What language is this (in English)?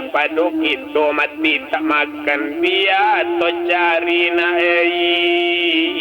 Minangkabau